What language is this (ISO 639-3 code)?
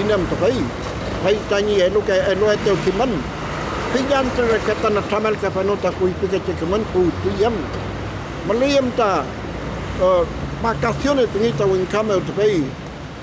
arn